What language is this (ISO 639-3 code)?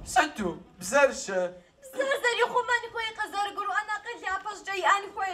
kbd